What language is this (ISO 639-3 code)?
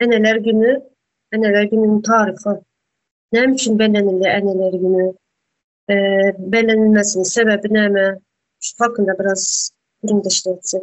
tuk